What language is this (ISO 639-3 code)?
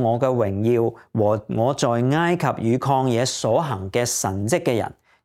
yue